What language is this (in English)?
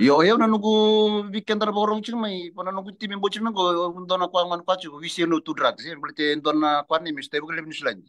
Fijian